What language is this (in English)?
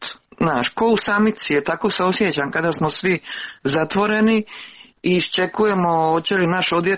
Croatian